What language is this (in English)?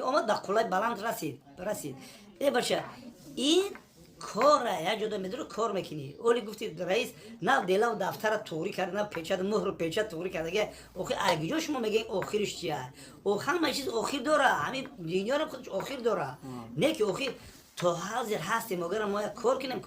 Tajik